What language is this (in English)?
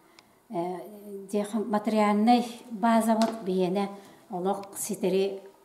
Yakut